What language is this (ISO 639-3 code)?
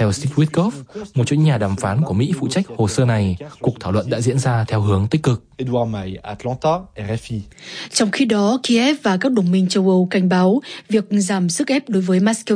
vie